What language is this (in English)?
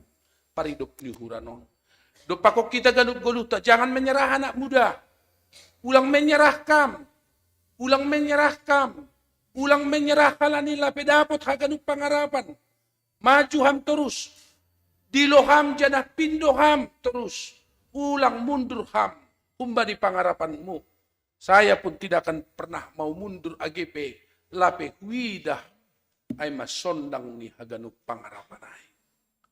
Batak Simalungun